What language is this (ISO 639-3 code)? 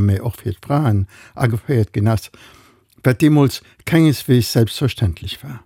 ltz